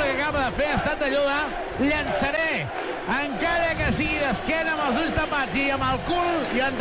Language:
Catalan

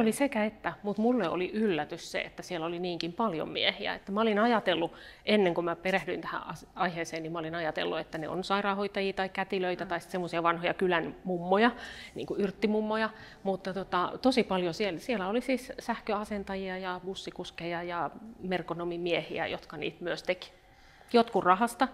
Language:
Finnish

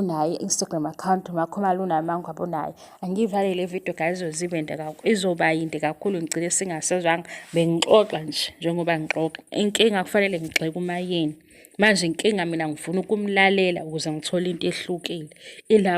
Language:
Zulu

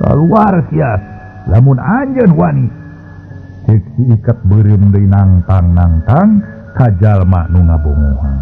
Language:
Sundanese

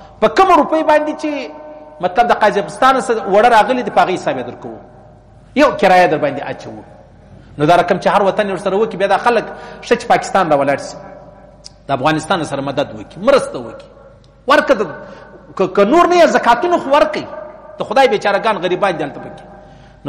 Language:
Pashto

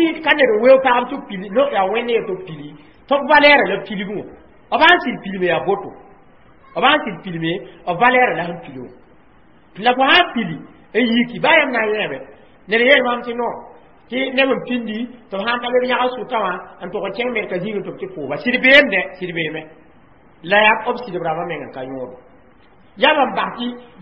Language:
Mossi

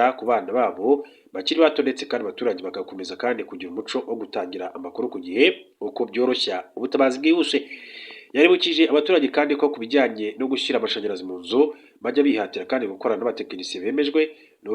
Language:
Kinyarwanda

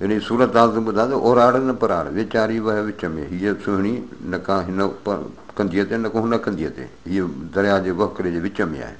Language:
Sindhi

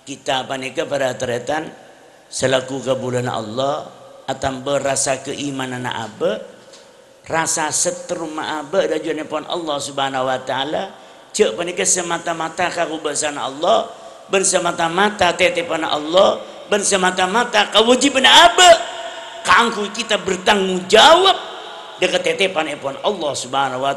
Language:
Madurese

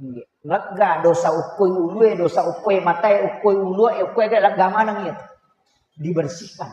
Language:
Buginese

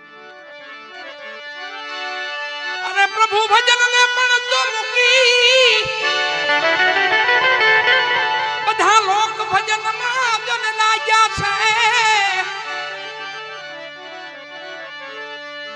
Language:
Gujarati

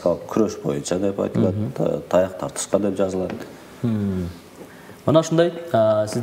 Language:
Kyrgyz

